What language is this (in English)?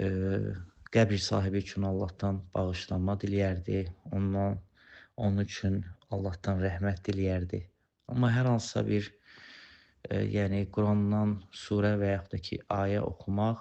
Azerbaijani